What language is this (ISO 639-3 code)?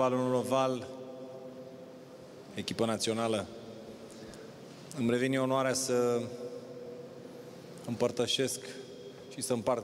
ron